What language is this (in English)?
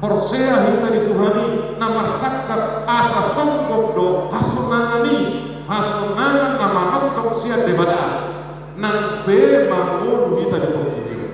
Batak Toba